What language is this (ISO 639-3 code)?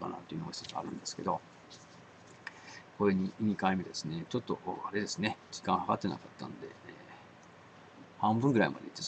jpn